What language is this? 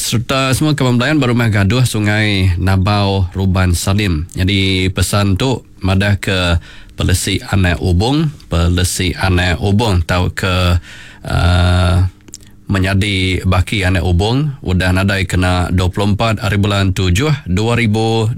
Iban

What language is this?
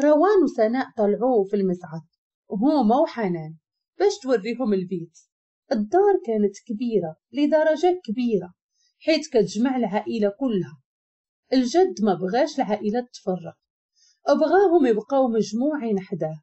Moroccan Arabic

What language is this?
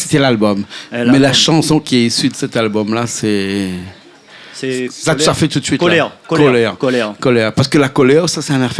Réunion Creole French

